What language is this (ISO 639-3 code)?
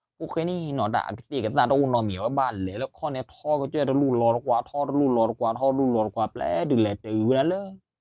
ksw